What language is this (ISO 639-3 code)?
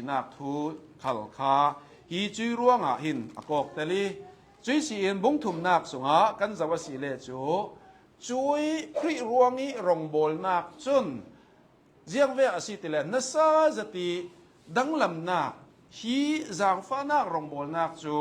cnh